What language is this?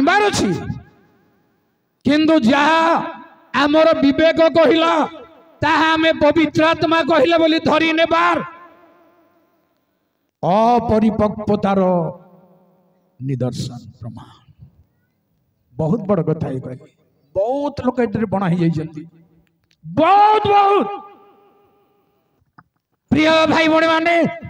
Odia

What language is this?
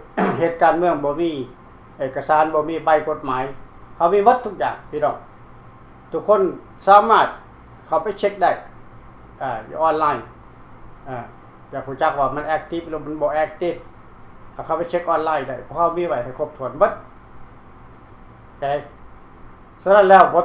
Lao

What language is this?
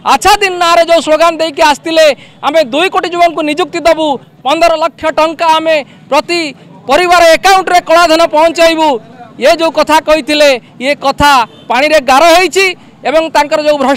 Odia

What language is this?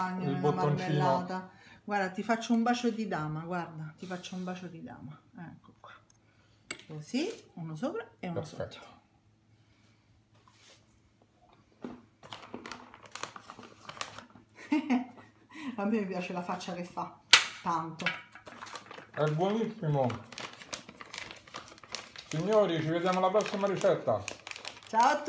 Italian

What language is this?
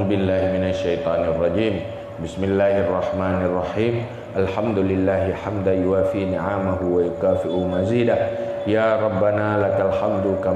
Achinese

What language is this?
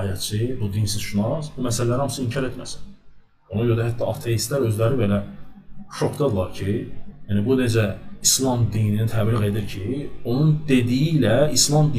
Azerbaijani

